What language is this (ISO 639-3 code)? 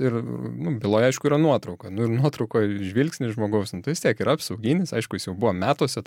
lit